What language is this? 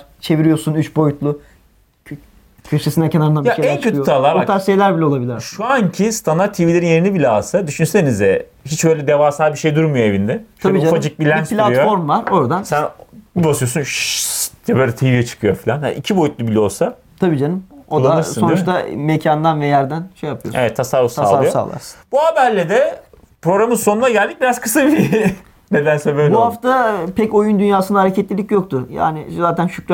Turkish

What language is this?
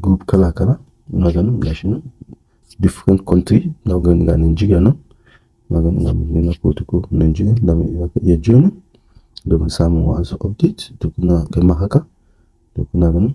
Hausa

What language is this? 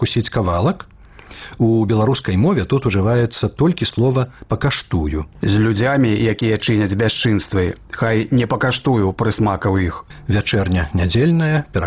Belarusian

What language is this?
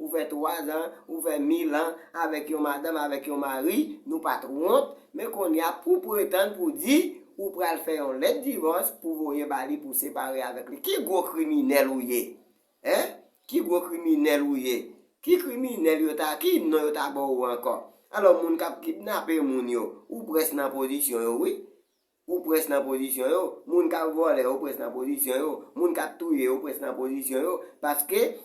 Haitian Creole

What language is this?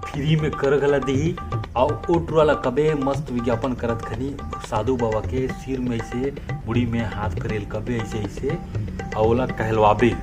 Chhattisgarhi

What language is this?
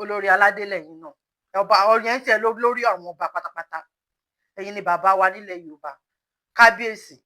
Yoruba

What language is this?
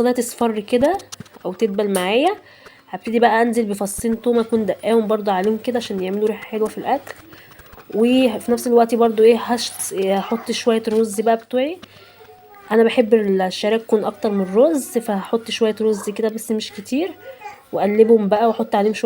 Egyptian Arabic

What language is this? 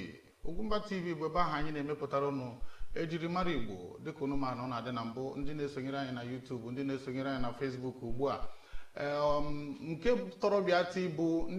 Igbo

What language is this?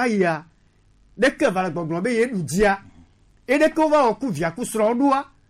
Gen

